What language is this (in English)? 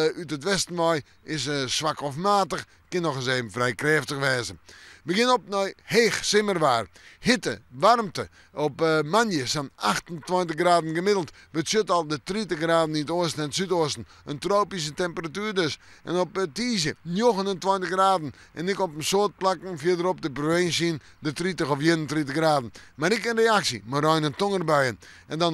Western Frisian